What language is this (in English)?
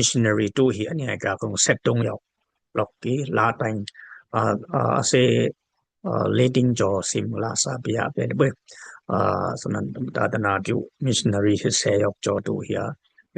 Dimasa